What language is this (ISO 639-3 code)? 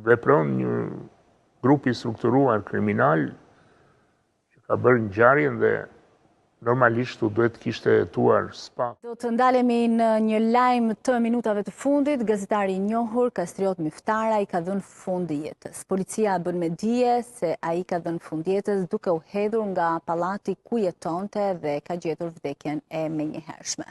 sqi